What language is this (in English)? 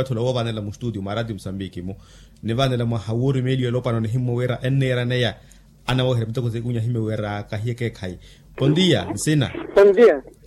Makhuwa